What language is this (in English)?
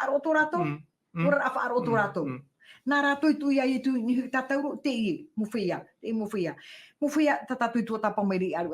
Tahitian